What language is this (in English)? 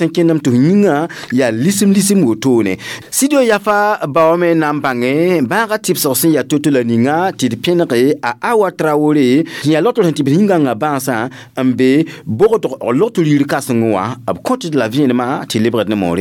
Mossi